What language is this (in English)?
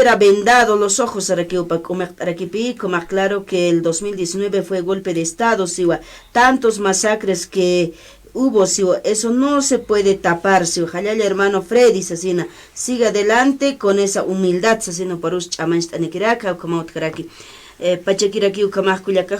Aymara